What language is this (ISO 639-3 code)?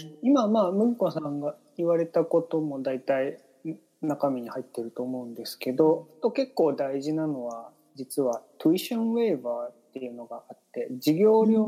jpn